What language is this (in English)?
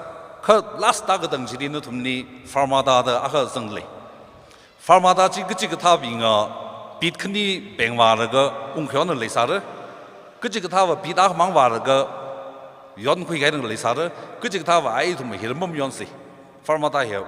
Tangkhul Naga (India)